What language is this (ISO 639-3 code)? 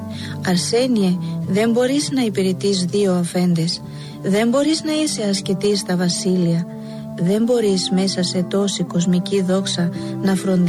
ell